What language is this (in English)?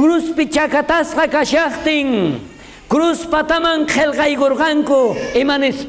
South Bolivian Quechua